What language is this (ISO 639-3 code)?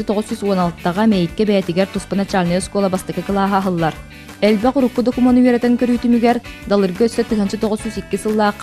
sah